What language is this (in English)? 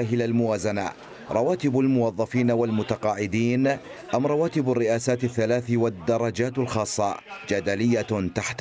Mesopotamian Arabic